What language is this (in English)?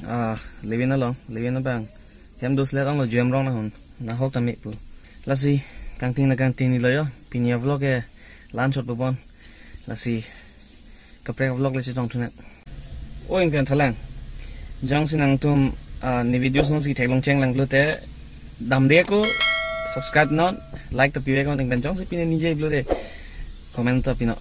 Karbi